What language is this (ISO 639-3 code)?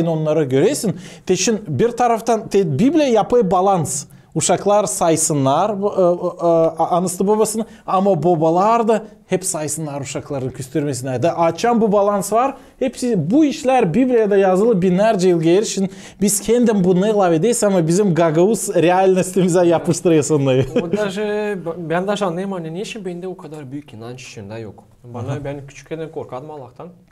gag